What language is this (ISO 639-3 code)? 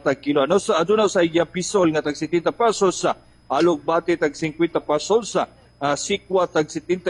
ceb